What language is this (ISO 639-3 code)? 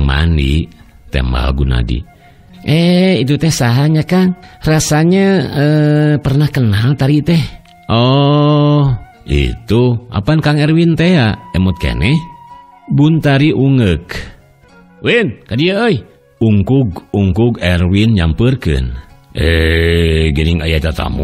sun